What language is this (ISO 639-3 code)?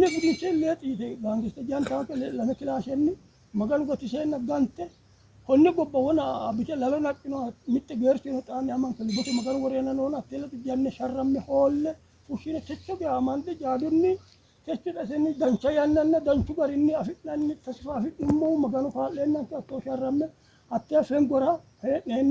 sid